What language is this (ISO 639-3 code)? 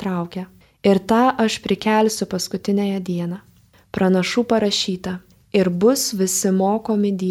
lit